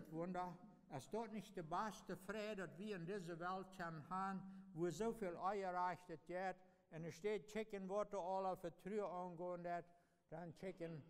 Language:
Plautdietsch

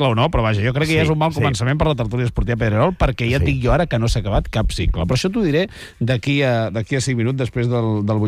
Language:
Catalan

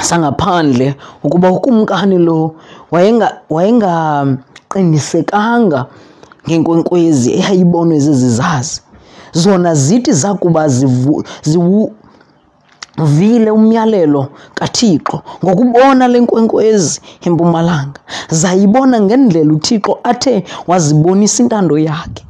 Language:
Xhosa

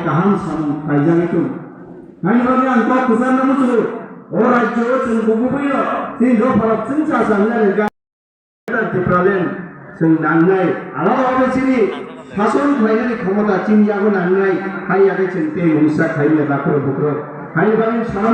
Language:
Kok Borok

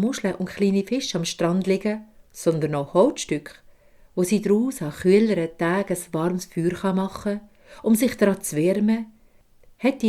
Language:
Swiss German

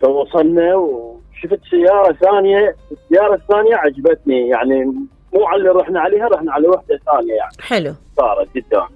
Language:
Mesopotamian Arabic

